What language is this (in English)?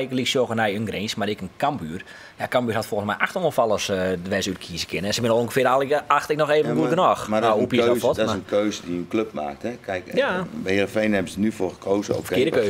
Western Frisian